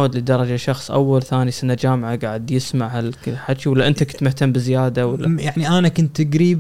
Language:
Gulf Arabic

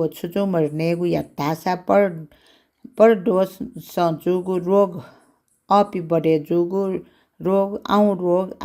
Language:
Newari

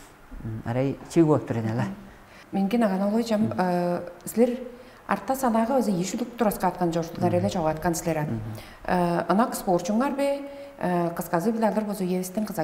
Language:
Tuvinian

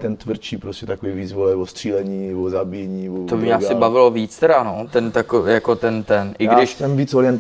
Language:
Czech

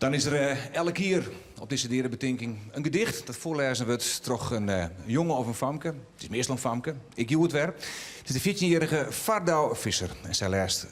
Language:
Western Frisian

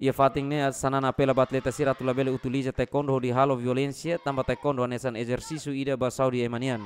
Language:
Tetum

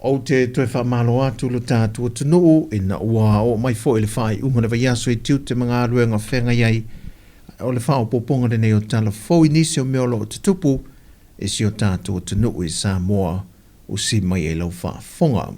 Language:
Samoan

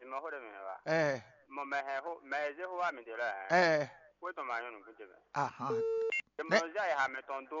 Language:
Fon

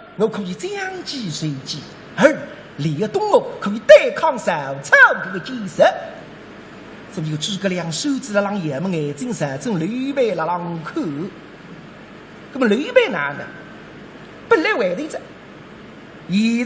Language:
Wu Chinese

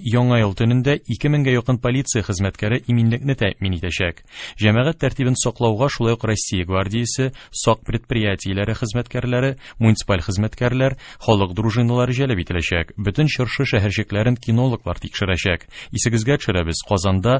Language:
Tatar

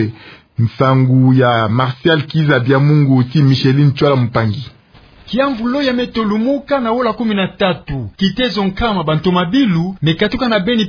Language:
Kituba (Democratic Republic of Congo)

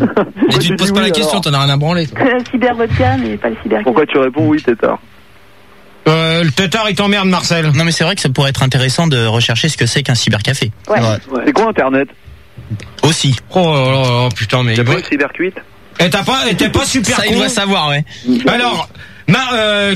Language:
French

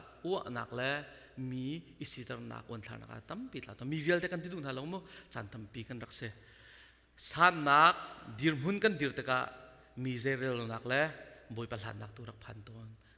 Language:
Hakha Chin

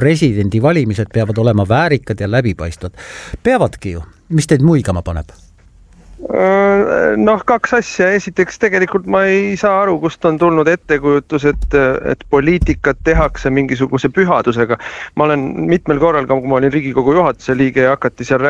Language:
Estonian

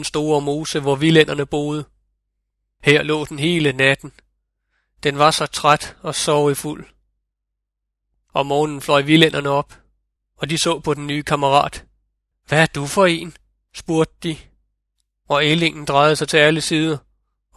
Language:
Danish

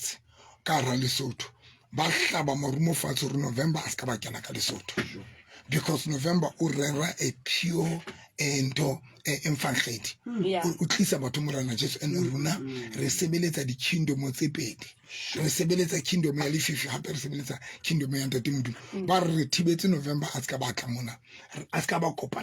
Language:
Southern Sotho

